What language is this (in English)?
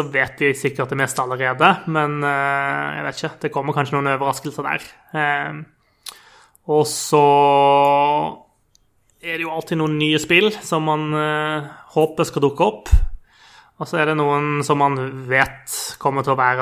Norwegian